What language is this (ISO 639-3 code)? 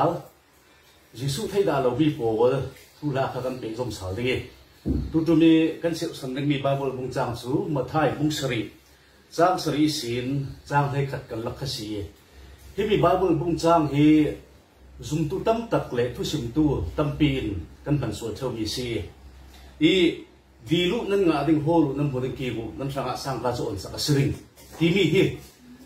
cfm